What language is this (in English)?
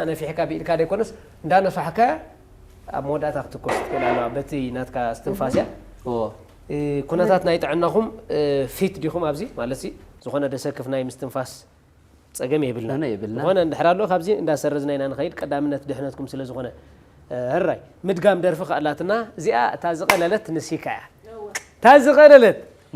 Tigrinya